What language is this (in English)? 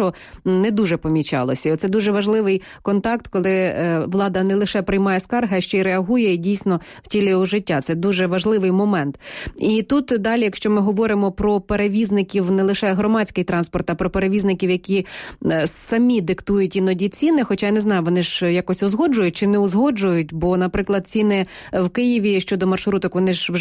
Ukrainian